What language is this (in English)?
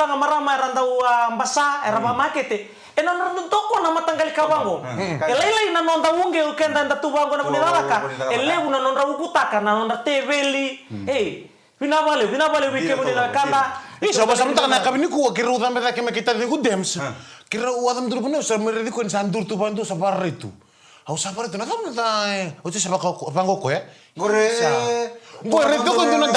Fijian